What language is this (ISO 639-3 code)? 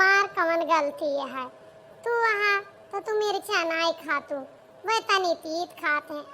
awa